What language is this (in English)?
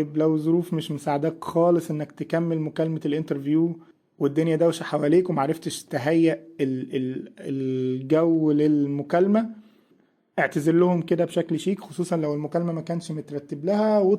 Egyptian Arabic